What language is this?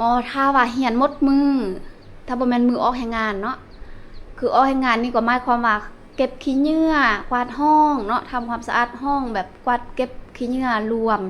Lao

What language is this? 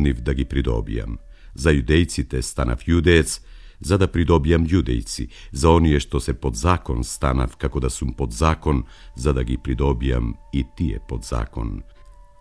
Macedonian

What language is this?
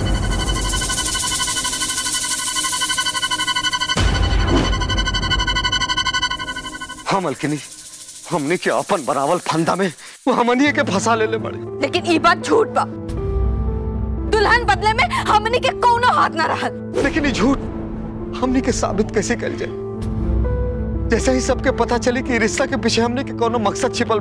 Bhojpuri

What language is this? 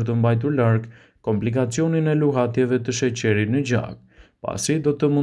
Albanian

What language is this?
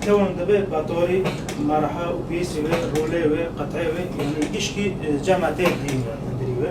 Kurdish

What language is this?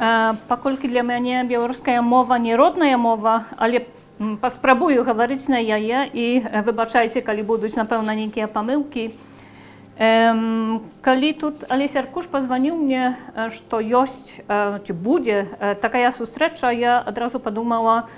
Belarusian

